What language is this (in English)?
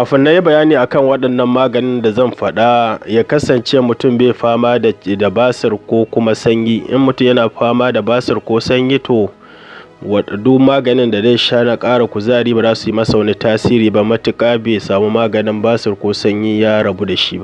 Hausa